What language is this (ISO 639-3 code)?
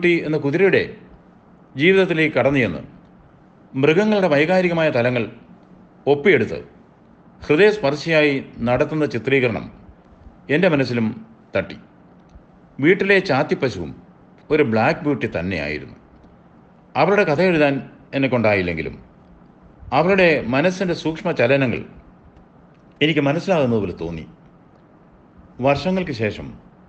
mal